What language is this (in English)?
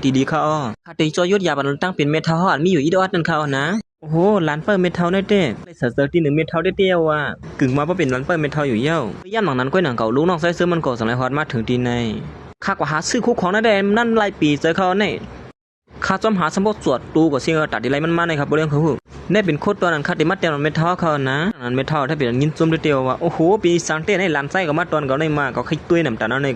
Shan